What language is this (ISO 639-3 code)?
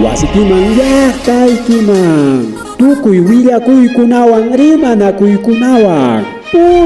quy